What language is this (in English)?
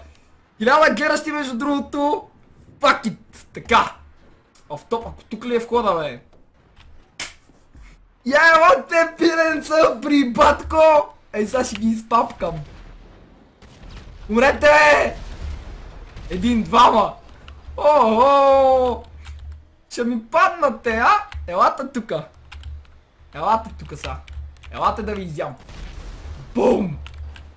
Bulgarian